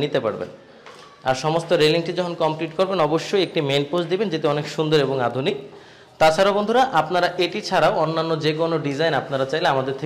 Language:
Bangla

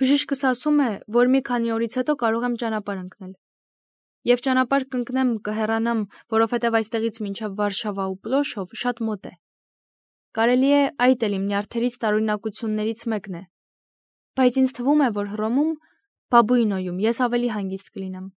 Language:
Armenian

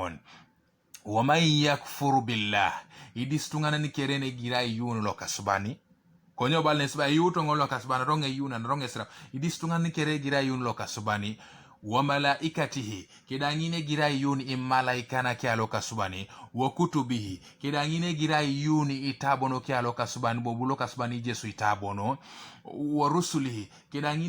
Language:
Teso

